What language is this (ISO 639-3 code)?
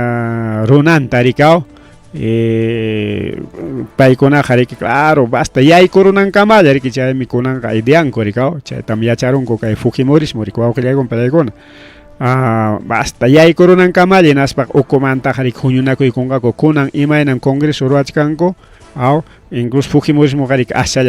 quy